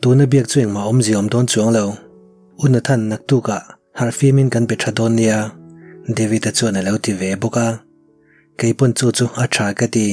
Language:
Mizo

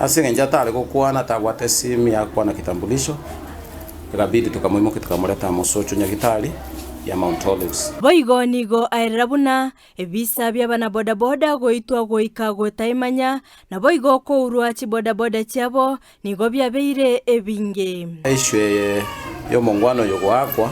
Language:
Gusii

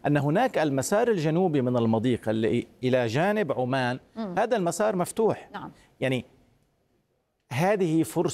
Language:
Arabic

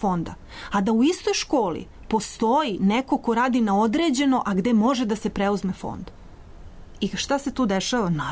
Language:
Serbian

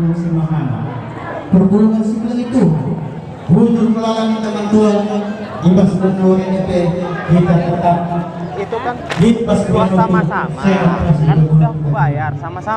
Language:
Batak Karo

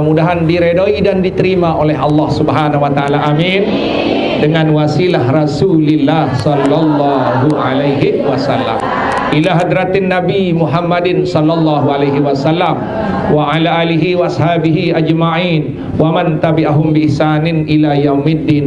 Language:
Sasak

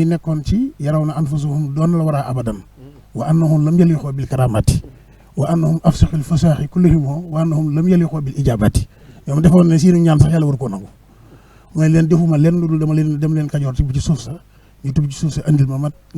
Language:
Wolof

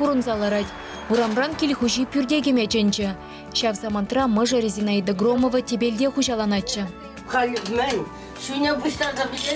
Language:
Chuvash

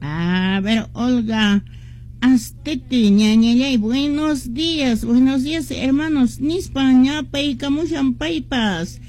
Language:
Quechua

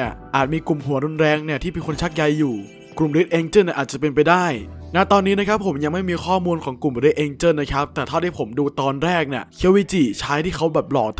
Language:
Thai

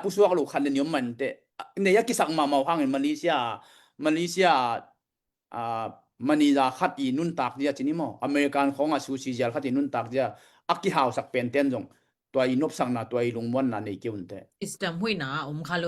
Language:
Tedim Chin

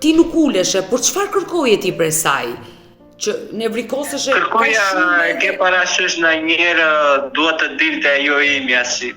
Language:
Albanian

